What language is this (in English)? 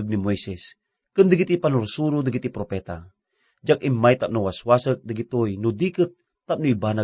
Iloko